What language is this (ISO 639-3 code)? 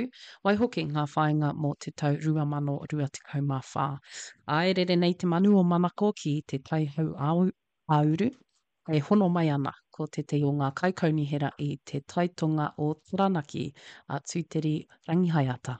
mri